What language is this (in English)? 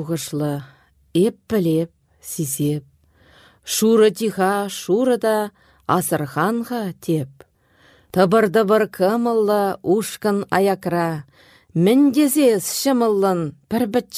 Chuvash